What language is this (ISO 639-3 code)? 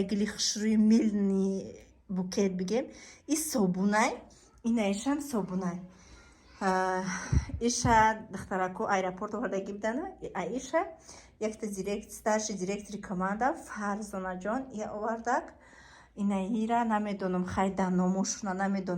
tgk